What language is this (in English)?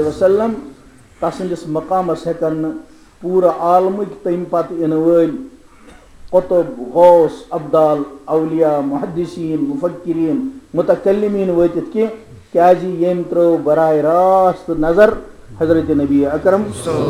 Kashmiri